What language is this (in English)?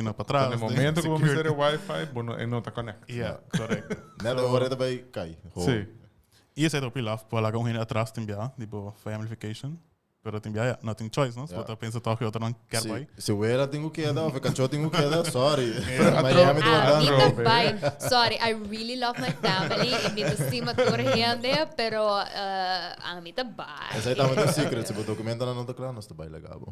Papiamento